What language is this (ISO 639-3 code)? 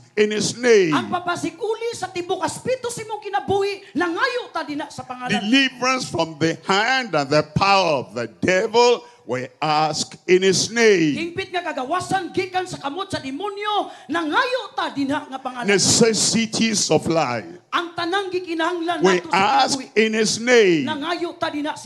ceb